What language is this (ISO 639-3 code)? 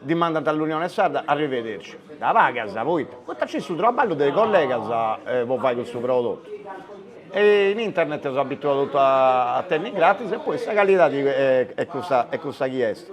srd